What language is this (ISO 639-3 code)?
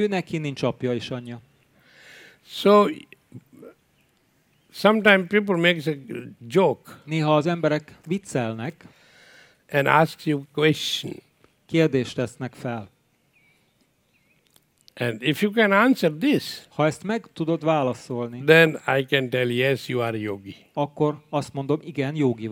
hun